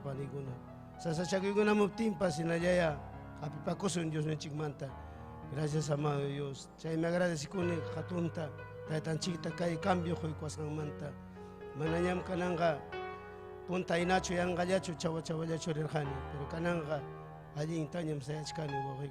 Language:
Ayacucho Quechua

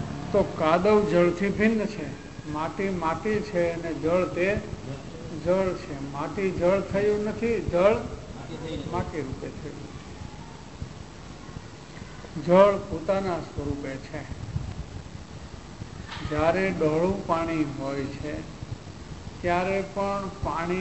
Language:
Gujarati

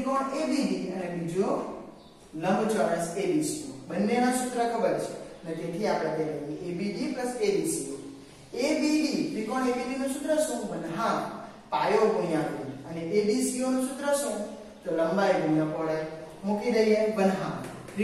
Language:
Gujarati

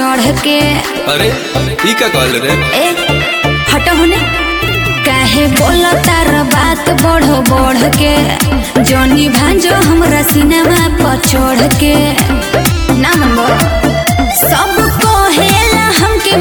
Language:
Bhojpuri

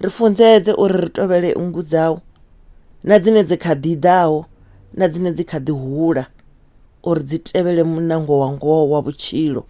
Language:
Venda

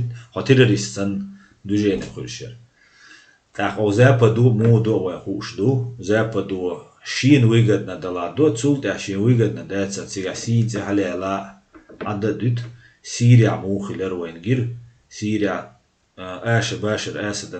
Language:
Chechen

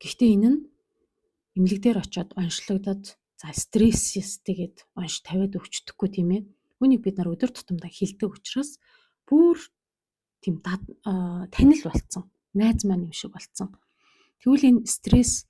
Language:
Mongolian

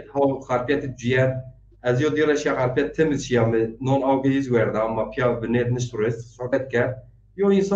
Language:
Zaza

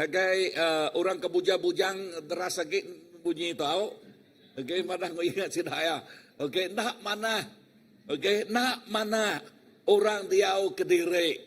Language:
Iban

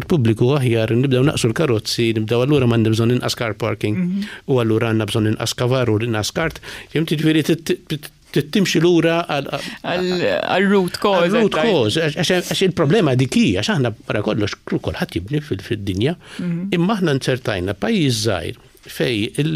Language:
Maltese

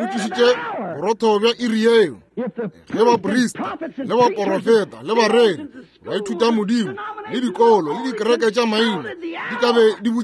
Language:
Northern Sotho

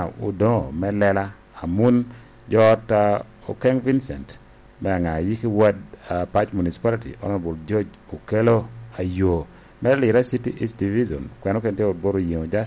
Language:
Lango (Uganda)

